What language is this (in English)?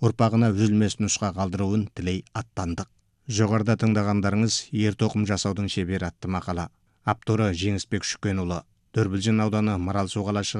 Kazakh